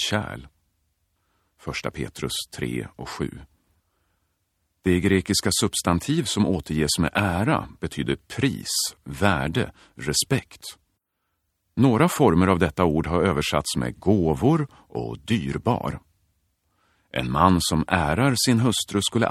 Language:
Swedish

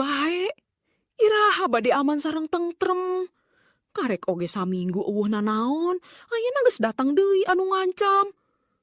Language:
Sundanese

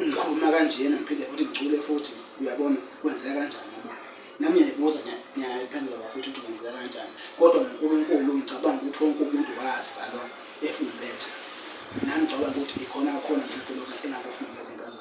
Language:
Zulu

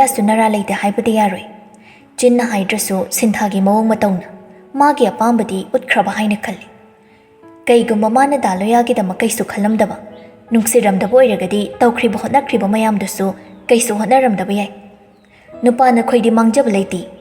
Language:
Manipuri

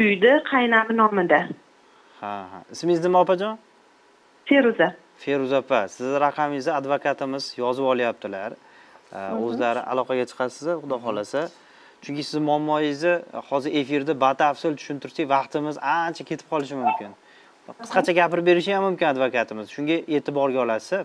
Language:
Uzbek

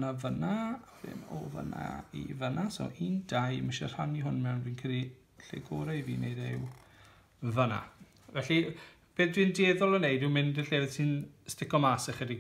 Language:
Welsh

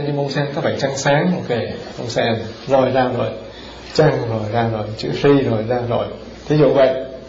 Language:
Vietnamese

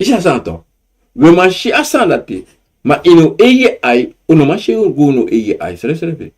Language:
Sranan Tongo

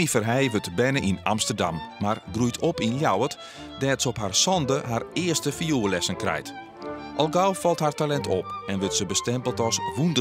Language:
Western Frisian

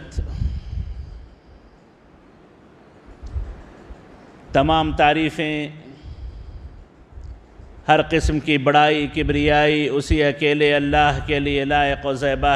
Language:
Urdu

